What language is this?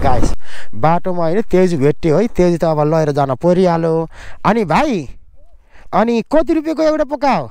Nepali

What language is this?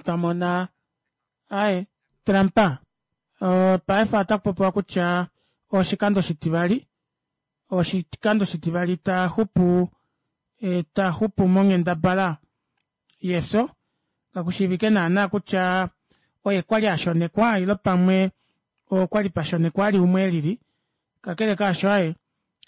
Kuanyama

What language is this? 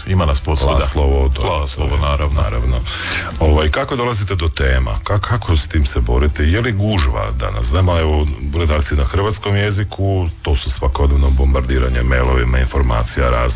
Croatian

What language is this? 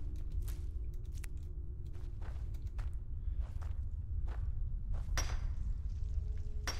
German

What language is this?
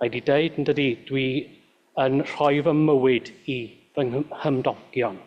Welsh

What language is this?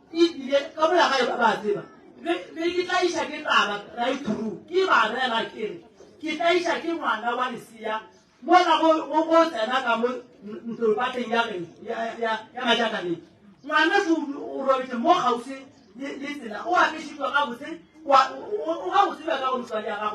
Northern Sotho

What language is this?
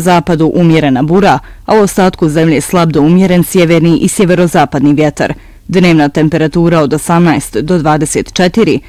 Bosnian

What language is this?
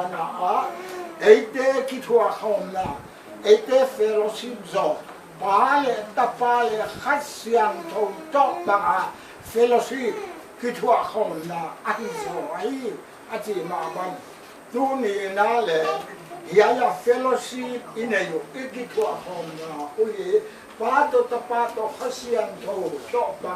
Paite Chin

